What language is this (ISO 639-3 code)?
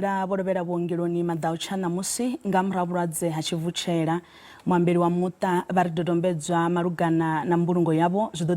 ven